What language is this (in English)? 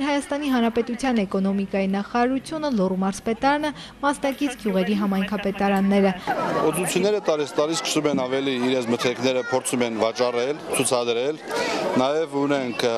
Armenian